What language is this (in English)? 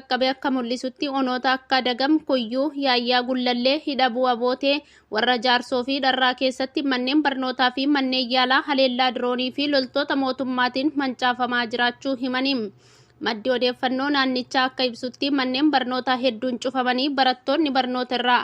Oromo